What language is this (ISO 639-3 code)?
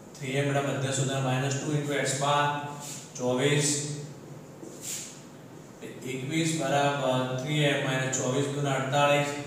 guj